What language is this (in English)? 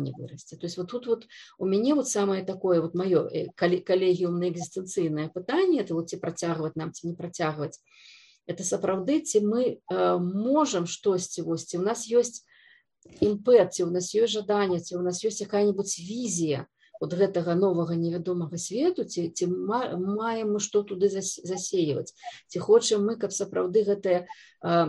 Belarusian